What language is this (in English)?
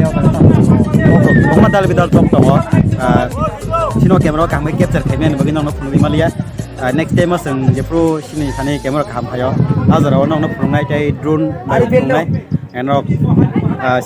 Kok Borok